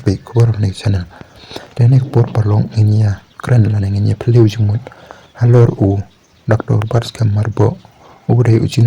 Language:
Khasi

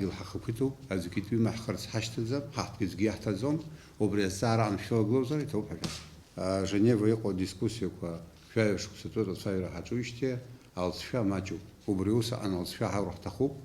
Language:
Abkhazian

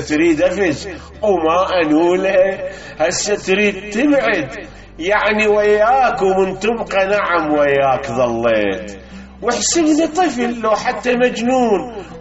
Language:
Mesopotamian Arabic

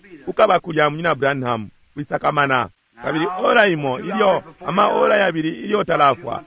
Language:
Bemba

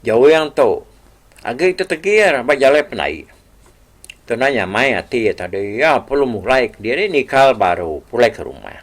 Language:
Iban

